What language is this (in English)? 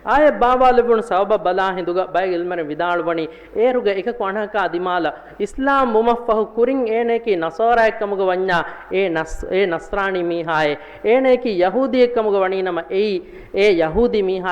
Divehi